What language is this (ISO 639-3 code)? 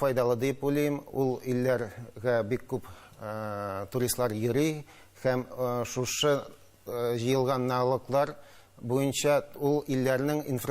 tat